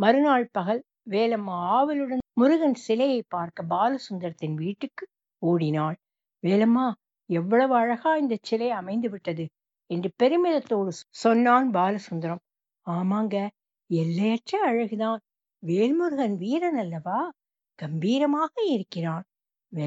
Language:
Tamil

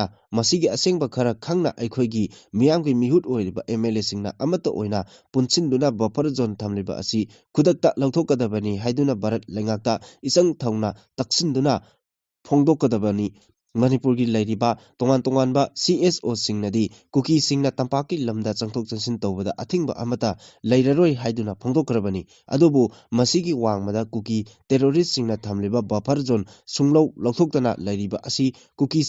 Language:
Manipuri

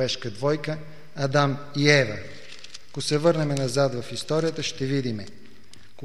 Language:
Bulgarian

